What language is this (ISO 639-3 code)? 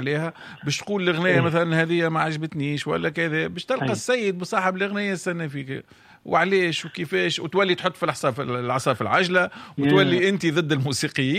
aeb